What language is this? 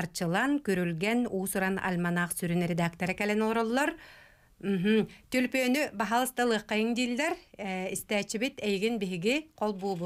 Yakut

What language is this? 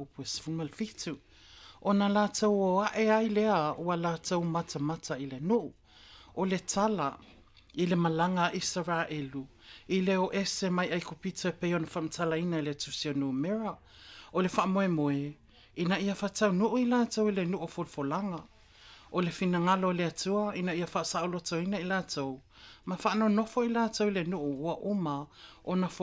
Samoan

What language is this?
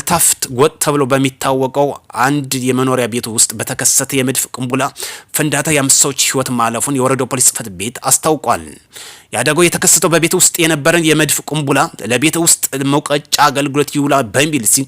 Amharic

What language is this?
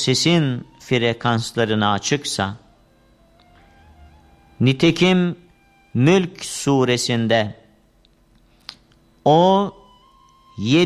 Turkish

